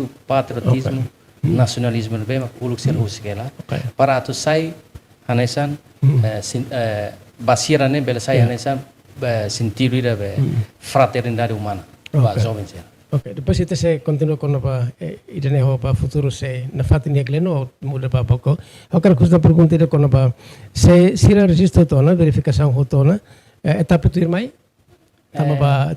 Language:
Tetum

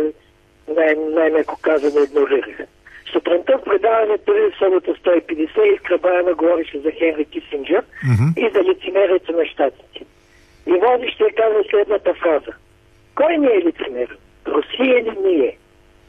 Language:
Bulgarian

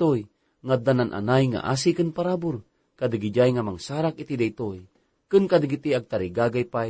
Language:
Iloko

